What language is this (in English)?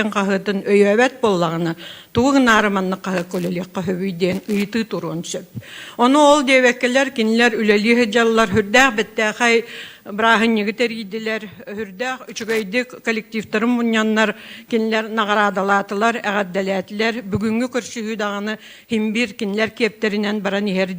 Yakut